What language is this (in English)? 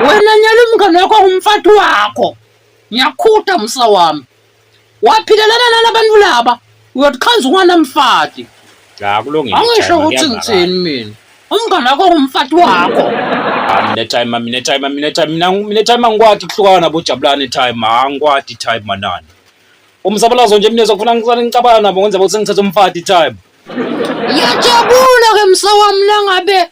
Swati